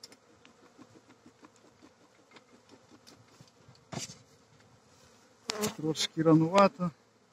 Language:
Ukrainian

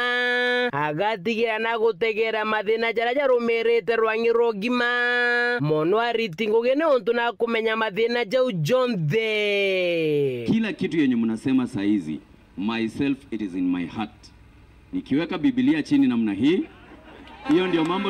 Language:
Meru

